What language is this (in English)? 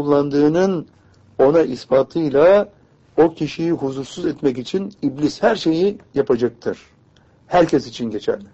Turkish